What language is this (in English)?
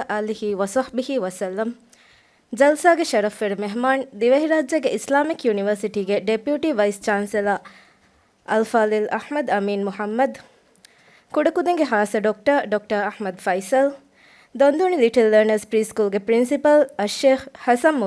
Divehi